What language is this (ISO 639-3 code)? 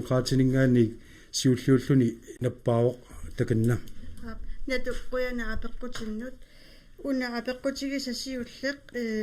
kal